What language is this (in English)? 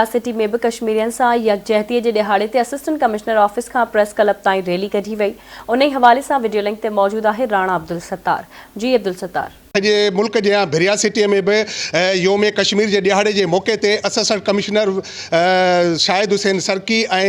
Sindhi